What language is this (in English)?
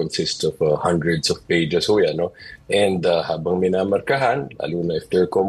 Filipino